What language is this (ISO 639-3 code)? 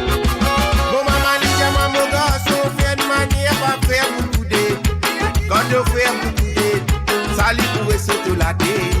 mfe